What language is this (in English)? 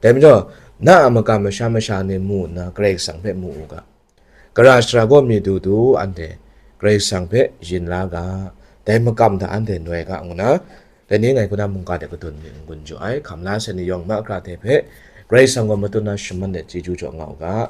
Kachin